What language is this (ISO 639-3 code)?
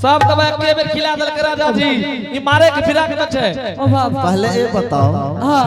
anp